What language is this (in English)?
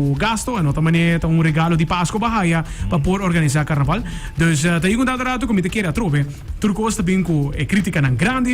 Papiamento